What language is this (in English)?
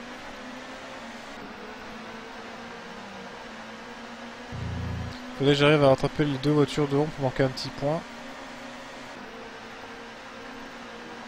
French